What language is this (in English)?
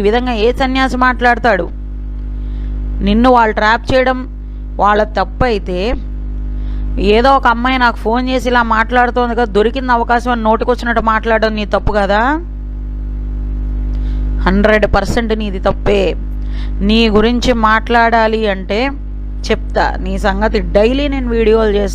Telugu